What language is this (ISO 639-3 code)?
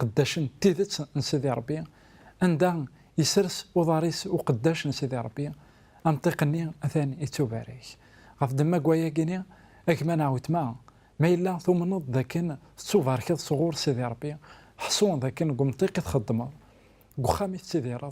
kab